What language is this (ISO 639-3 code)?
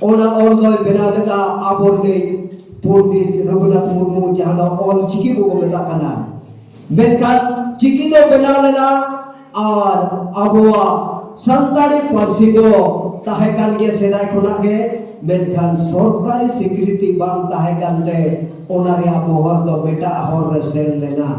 sat